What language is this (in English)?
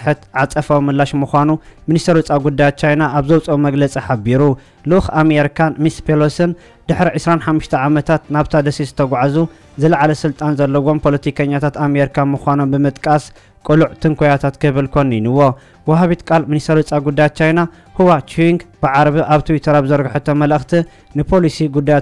Tigrinya